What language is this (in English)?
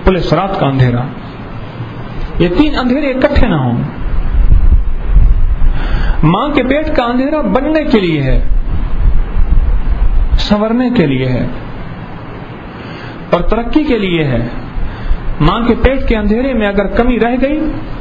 Urdu